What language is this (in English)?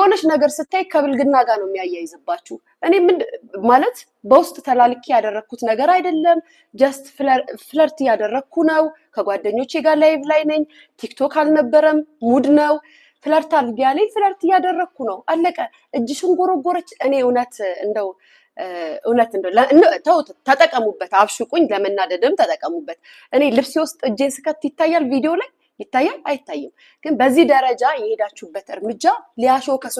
Amharic